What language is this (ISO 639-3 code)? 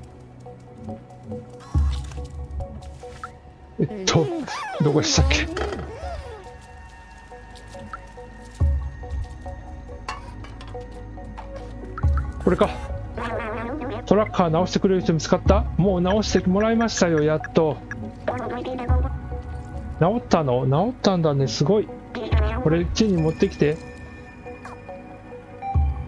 jpn